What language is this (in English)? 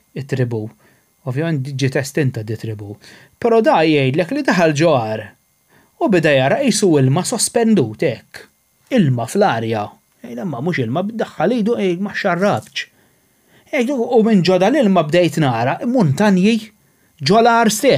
Maltese